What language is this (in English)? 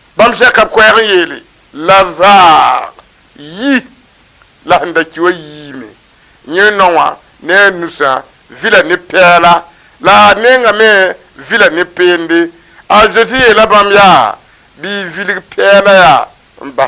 Mossi